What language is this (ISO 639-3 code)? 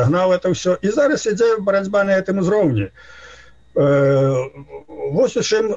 bel